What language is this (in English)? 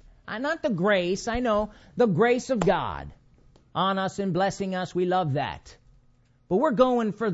English